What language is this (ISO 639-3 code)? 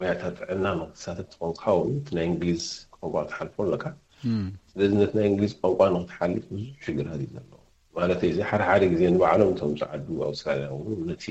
tir